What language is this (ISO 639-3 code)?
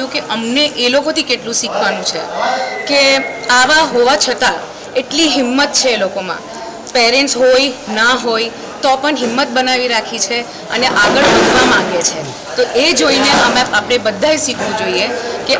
guj